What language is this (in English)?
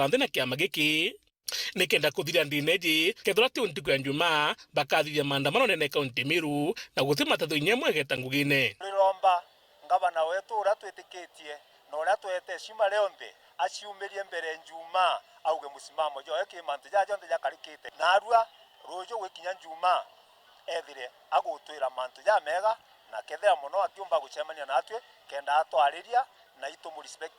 Meru